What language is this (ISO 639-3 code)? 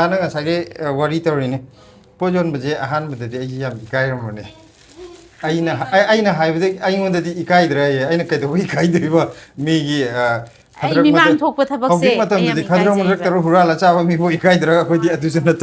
mni